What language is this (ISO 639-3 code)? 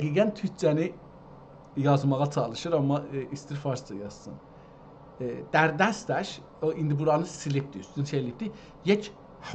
azb